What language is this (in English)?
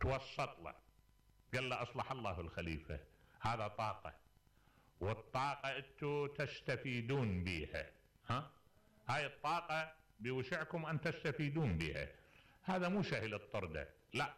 Mesopotamian Arabic